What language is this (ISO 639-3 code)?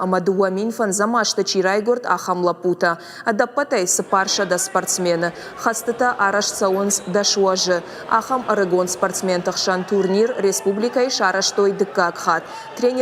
oss